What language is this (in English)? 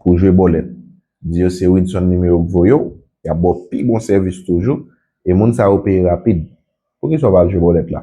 Haitian Creole